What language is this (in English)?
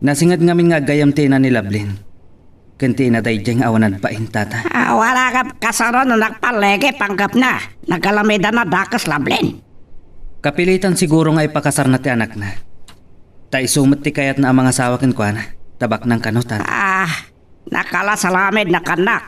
Iloko